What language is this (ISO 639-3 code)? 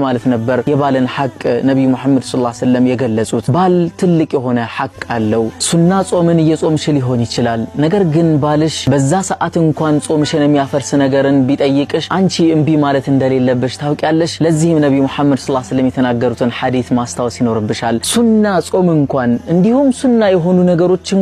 amh